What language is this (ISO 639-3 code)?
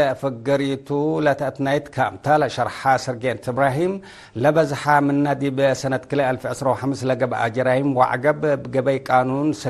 tig